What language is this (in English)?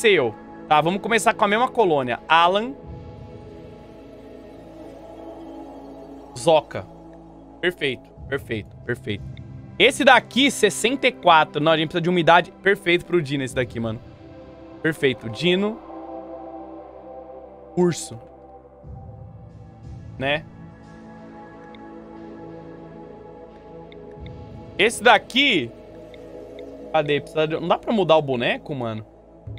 Portuguese